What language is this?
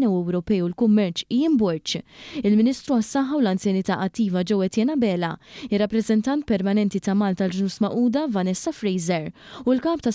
Maltese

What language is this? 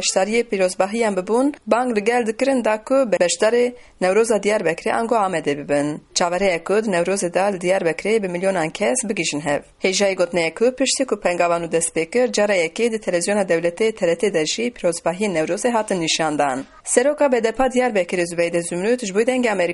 Kurdish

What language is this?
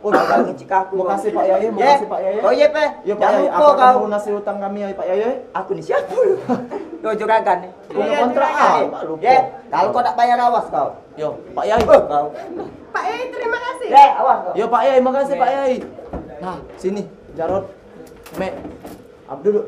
Musi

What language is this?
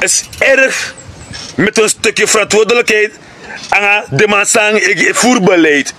Sranan Tongo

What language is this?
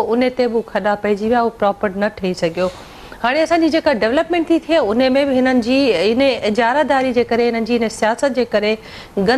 Sindhi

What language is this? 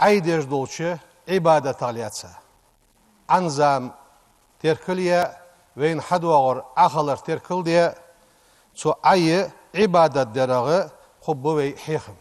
Ingush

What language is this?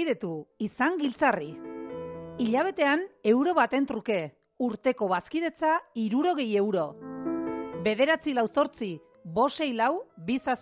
Basque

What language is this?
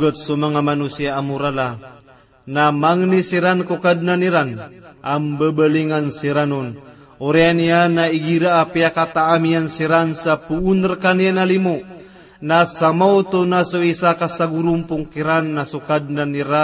Maranao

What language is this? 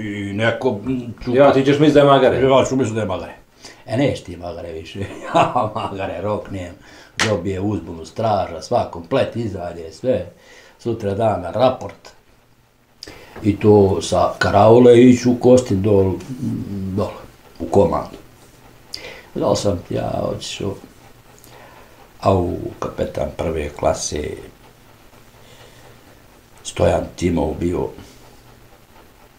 Bosnian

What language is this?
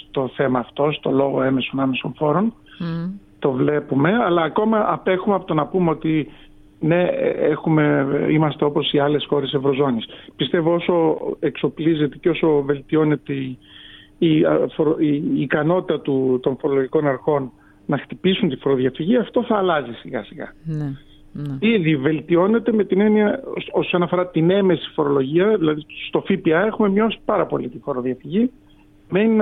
Greek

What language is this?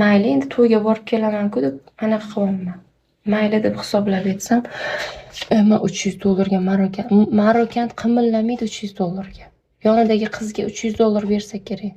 Uzbek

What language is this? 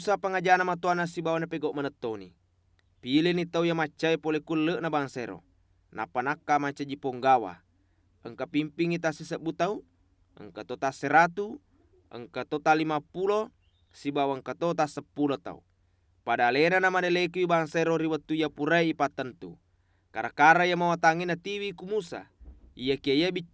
Buginese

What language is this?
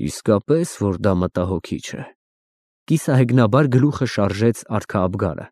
Armenian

